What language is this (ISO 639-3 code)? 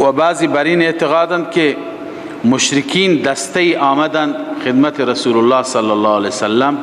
fas